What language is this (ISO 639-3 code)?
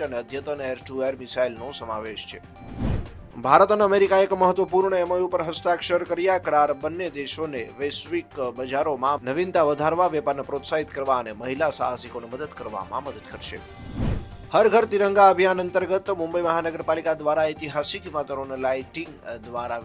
guj